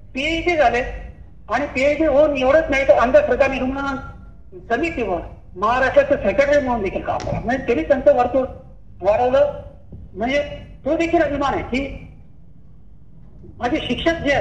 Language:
Marathi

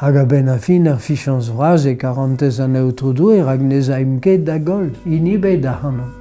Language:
Breton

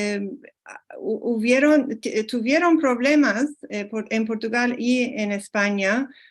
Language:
Ladino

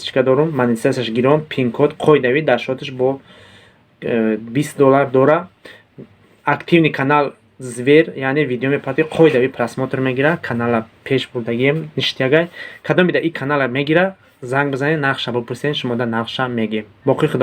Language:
Tajik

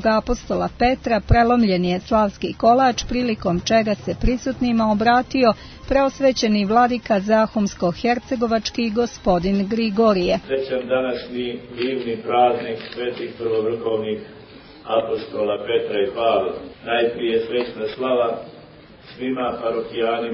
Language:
Serbian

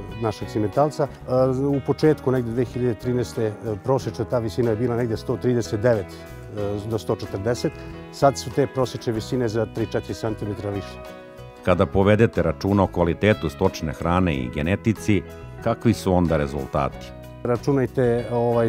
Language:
Serbian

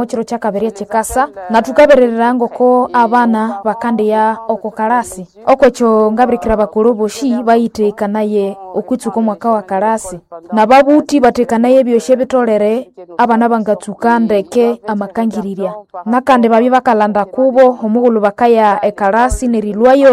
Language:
Nande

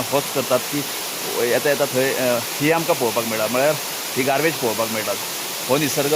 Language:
Konkani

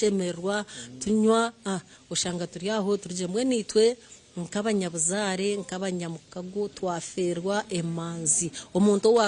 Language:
Nyankole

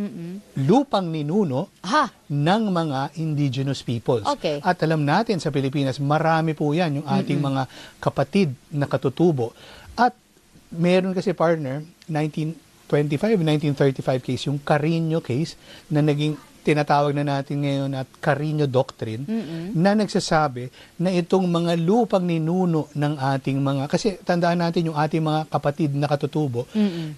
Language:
Filipino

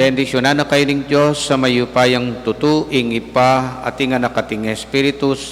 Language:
Pampanga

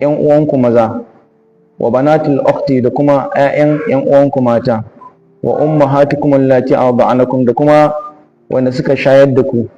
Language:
Hausa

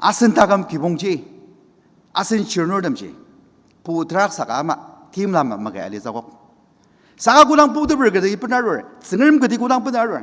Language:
Ao Naga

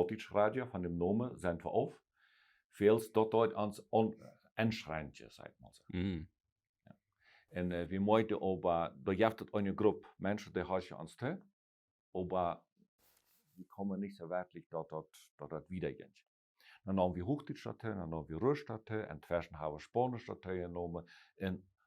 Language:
Plautdietsch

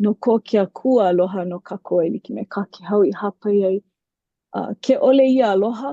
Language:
Hawaiian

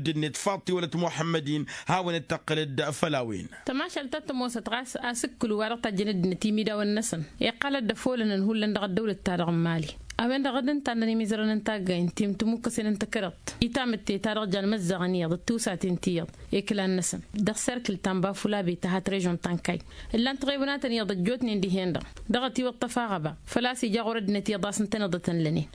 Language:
Tamasheq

